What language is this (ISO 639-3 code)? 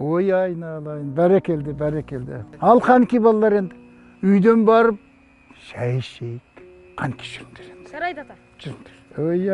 kaz